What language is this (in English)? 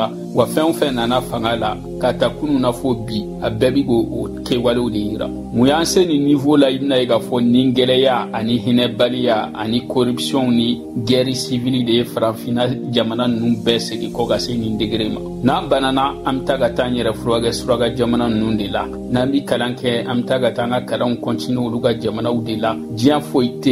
Bambara